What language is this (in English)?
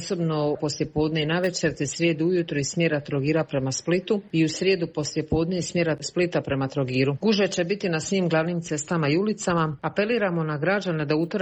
Croatian